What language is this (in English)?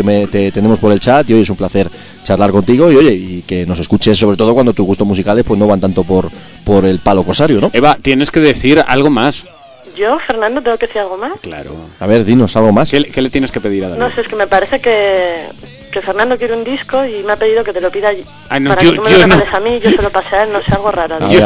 Spanish